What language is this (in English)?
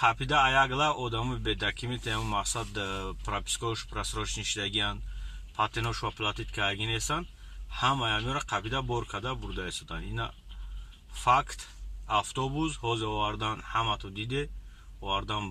Tajik